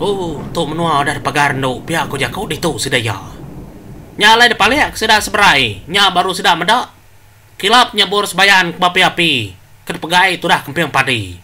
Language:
Iban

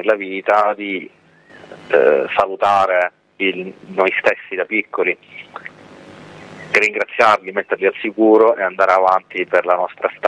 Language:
Italian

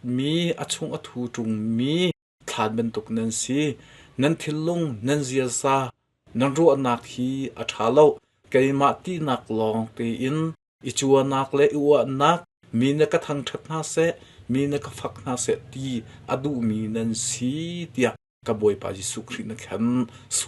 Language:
Hakha Chin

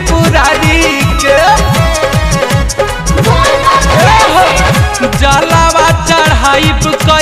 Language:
Bhojpuri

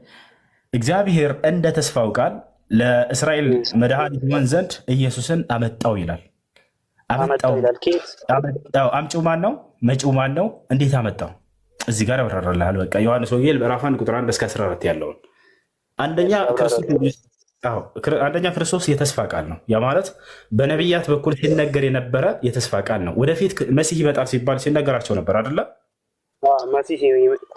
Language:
Amharic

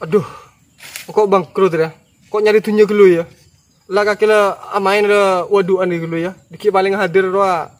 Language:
Madurese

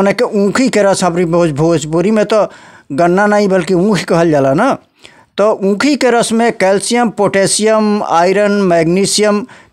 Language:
Bhojpuri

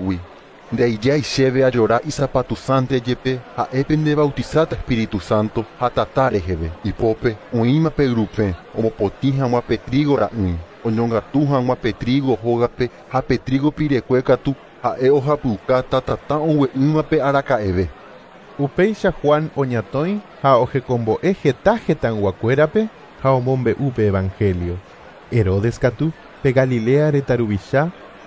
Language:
Guarani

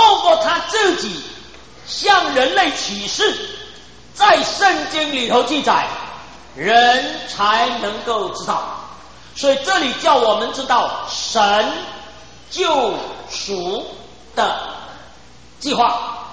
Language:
Chinese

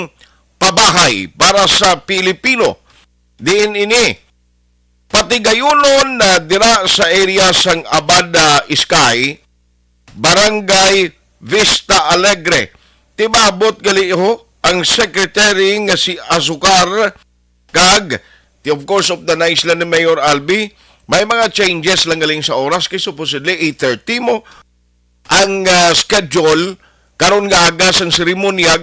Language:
Hiligaynon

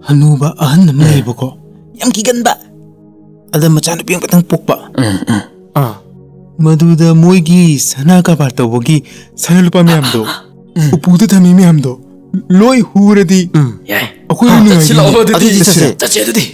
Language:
Manipuri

